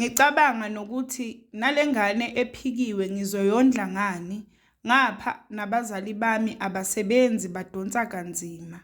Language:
Zulu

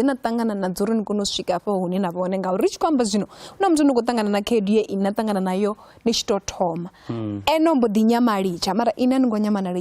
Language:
Venda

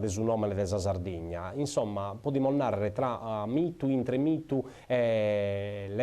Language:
Sardinian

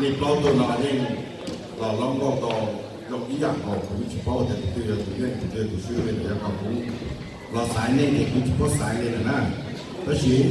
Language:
Hmong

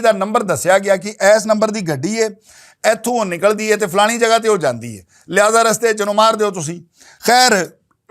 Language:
Western Panjabi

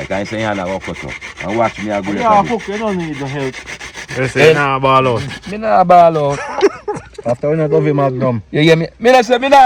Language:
Jamaican Creole English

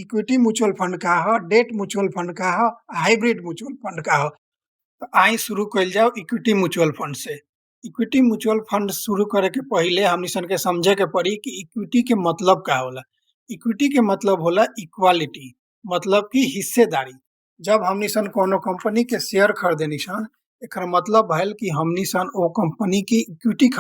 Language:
Bhojpuri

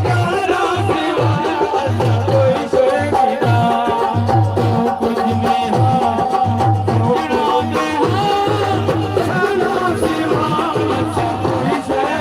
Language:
Saraiki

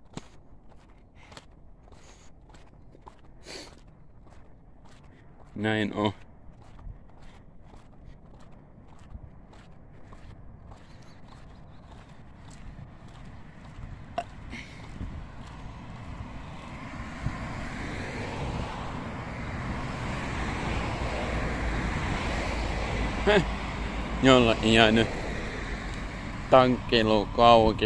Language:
Finnish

